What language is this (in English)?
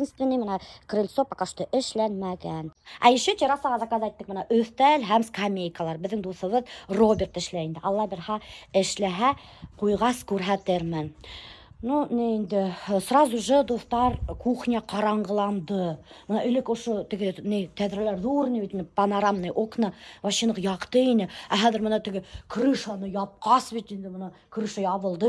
Bashkir